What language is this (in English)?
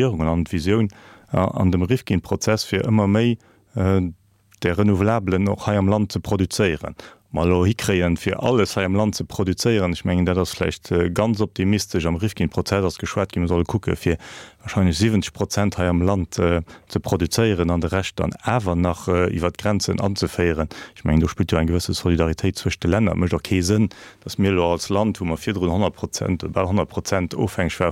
Luxembourgish